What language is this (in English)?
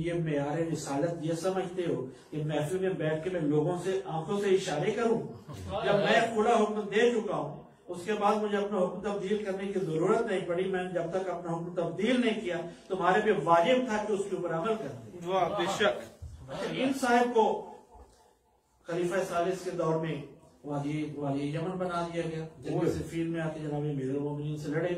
Urdu